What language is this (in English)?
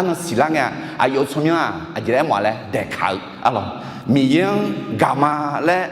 Akha